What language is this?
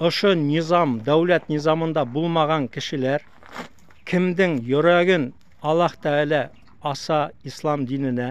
Bashkir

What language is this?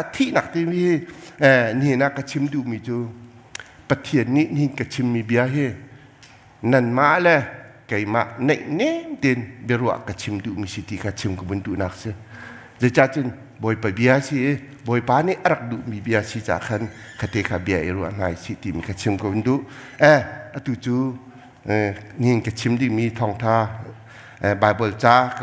Hakha Chin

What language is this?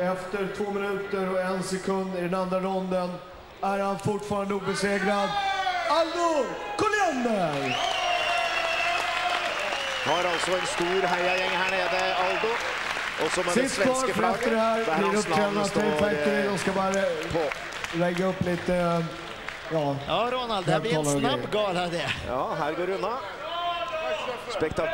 Swedish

